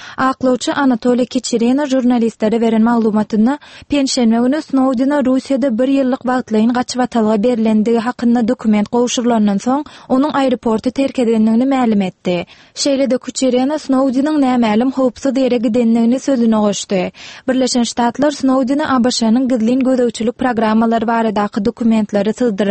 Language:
Turkmen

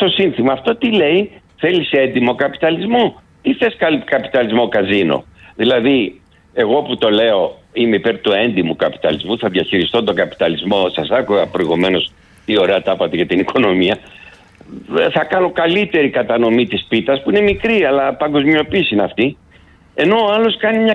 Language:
Greek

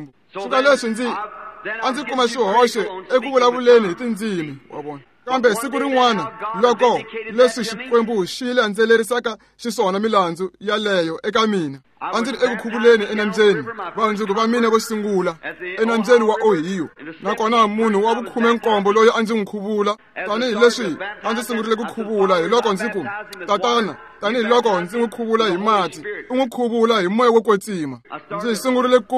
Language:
Tsonga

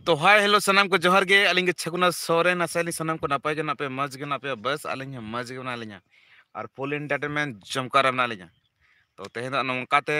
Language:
Santali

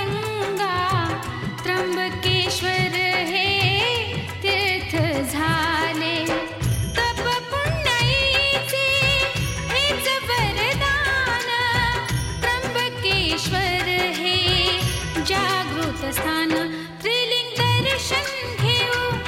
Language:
Marathi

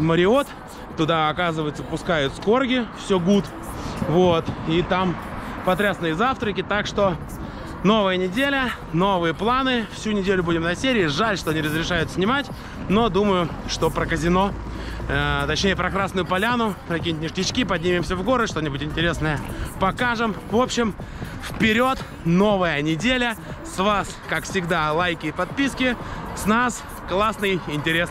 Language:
Russian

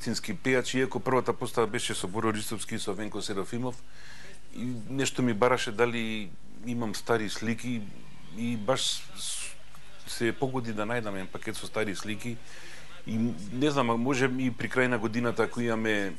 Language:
Macedonian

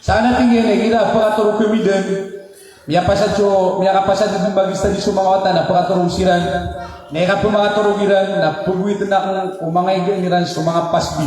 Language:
Maranao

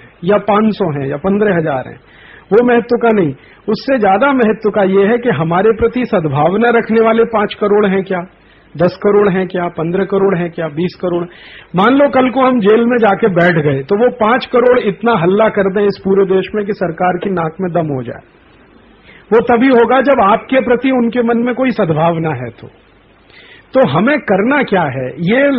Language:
Hindi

